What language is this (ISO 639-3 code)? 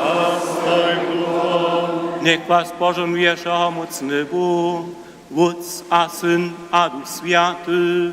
hsb